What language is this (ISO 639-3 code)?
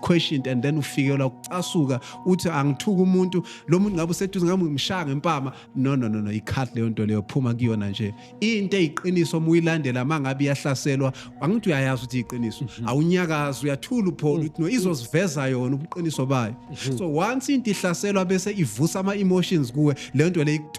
zul